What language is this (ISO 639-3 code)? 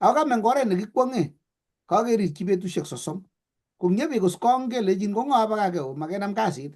kln